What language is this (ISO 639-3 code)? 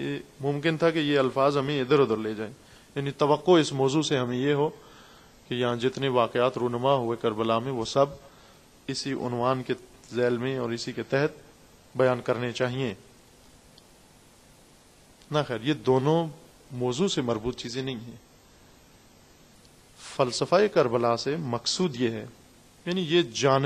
urd